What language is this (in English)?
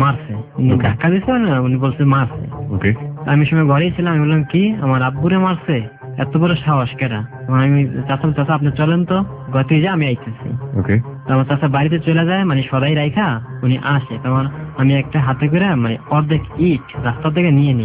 Bangla